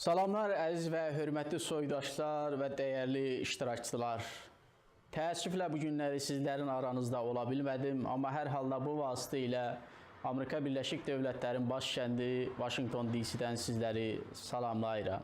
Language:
South Azerbaijani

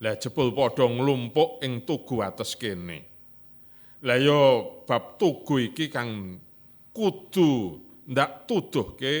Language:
Javanese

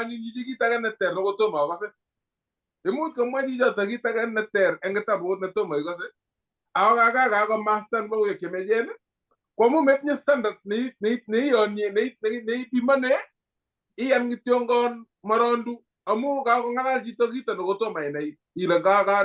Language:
Kalenjin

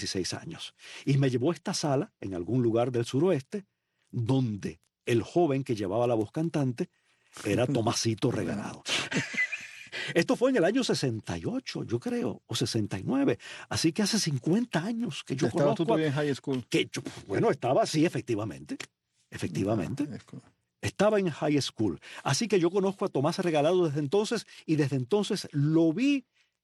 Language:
Spanish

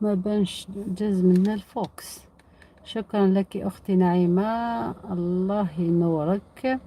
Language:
Algerian Arabic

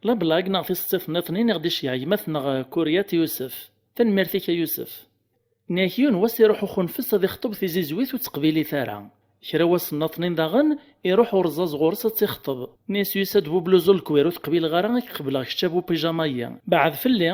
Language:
Kabyle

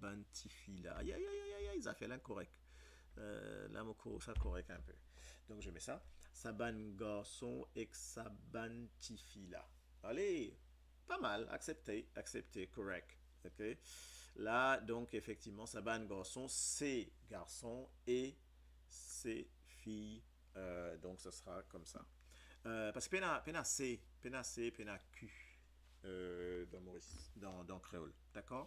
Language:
Morisyen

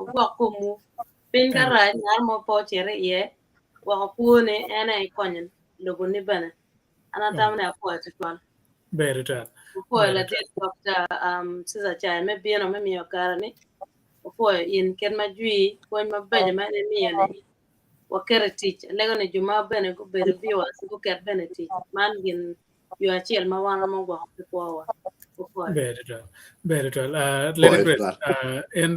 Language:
Acoli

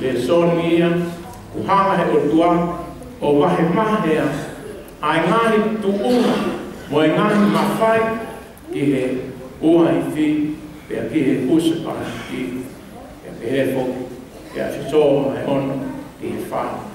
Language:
Tongan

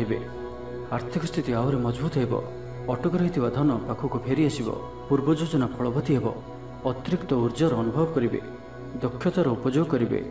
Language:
Odia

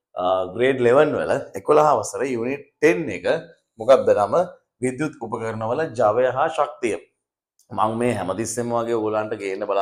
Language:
Sinhala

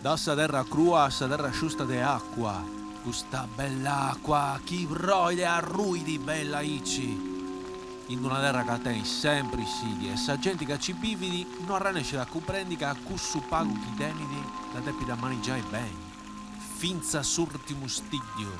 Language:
Sardinian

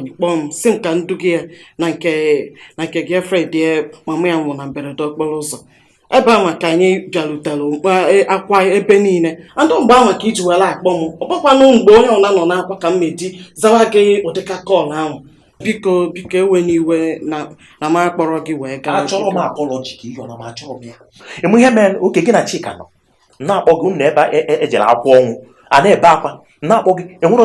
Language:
Igbo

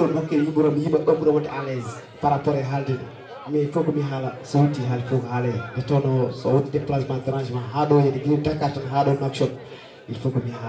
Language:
Fula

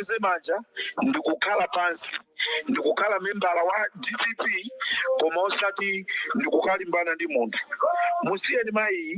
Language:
Nyanja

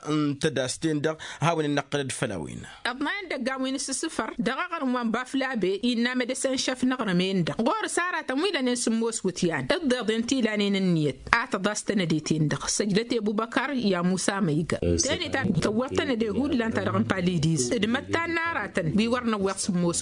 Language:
Tamasheq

